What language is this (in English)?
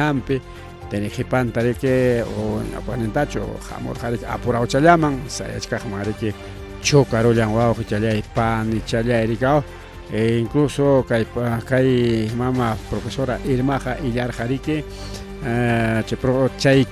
Ayacucho Quechua